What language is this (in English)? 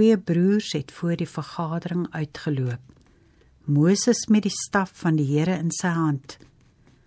Afrikaans